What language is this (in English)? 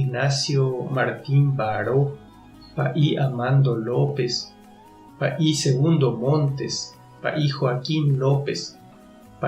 Guarani